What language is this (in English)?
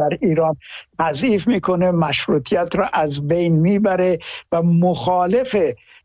Persian